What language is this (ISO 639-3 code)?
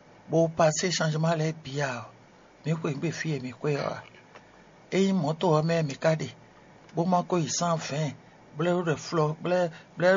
fon